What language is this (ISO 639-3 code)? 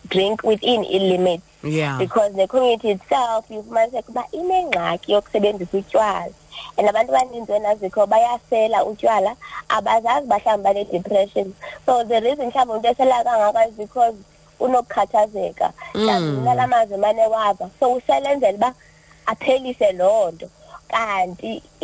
xho